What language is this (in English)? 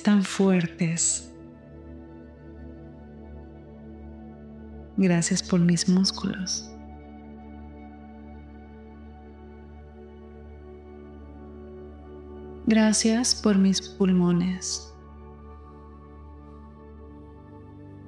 Spanish